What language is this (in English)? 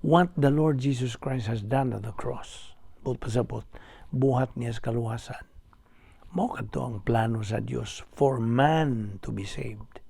Cebuano